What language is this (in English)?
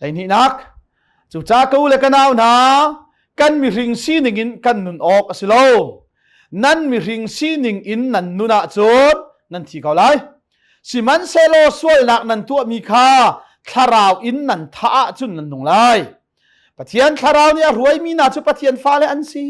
Hakha Chin